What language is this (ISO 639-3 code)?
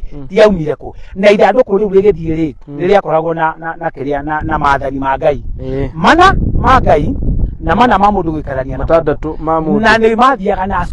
kik